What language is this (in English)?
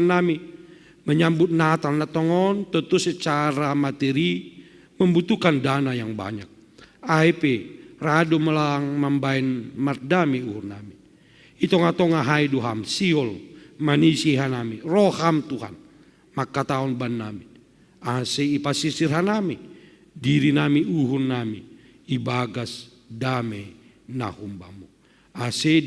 Batak Simalungun